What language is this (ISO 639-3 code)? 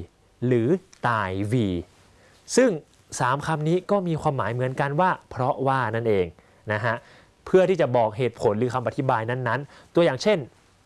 tha